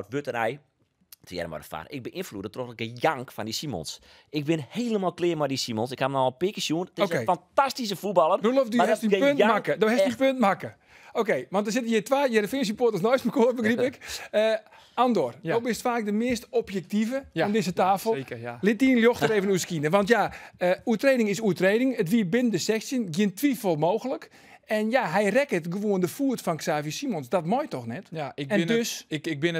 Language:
Western Frisian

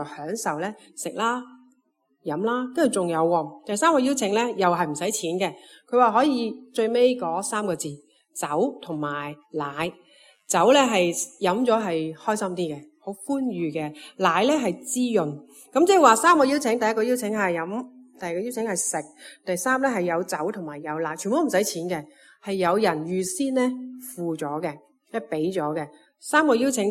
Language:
Cantonese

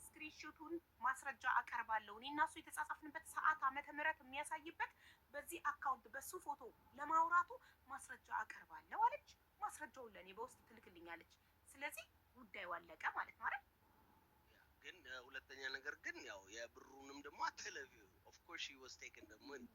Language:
Amharic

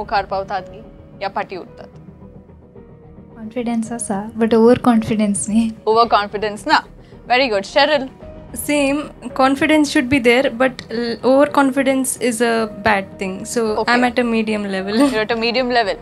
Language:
Konkani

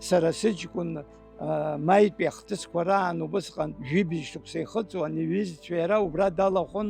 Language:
Abkhazian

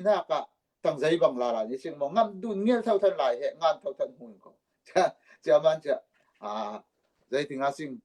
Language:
Falam Chin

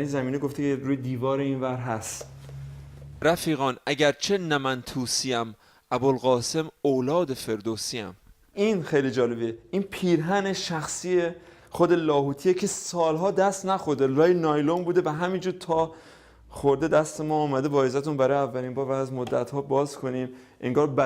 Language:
Persian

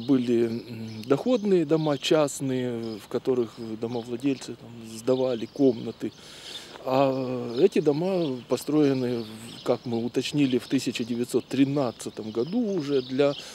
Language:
Russian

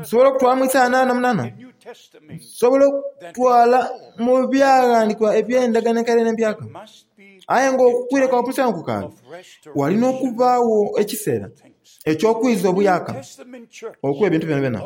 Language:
Soga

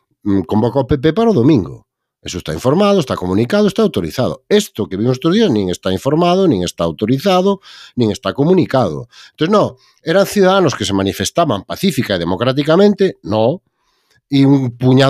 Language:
Galician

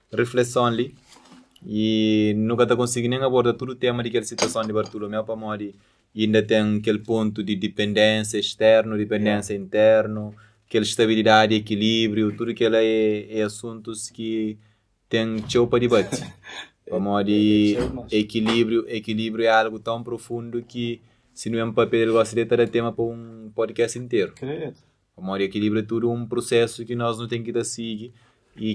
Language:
Kabuverdianu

